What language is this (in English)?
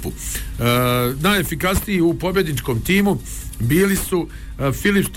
Bosnian